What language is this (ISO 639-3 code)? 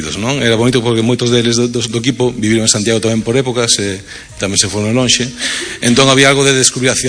glg